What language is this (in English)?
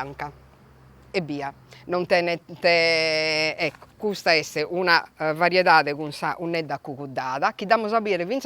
Sardinian